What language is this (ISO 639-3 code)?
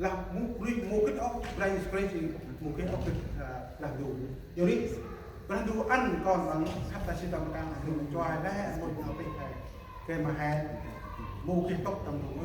cmo